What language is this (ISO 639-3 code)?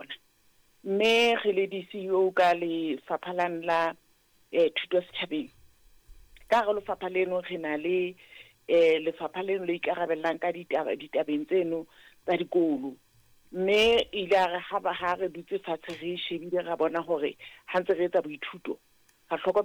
sot